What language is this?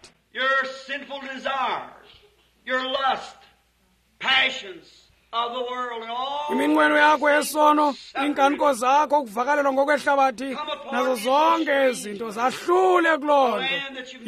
Xhosa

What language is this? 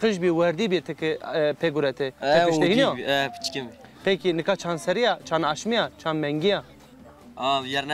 Zaza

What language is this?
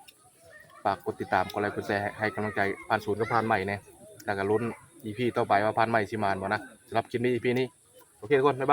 Northeastern Thai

